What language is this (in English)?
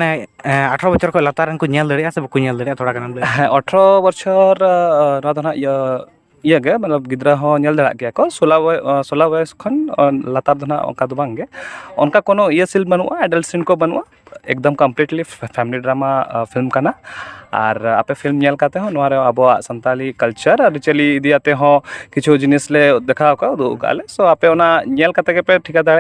Santali